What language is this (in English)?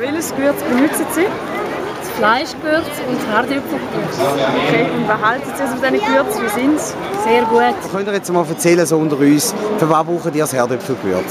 Swiss German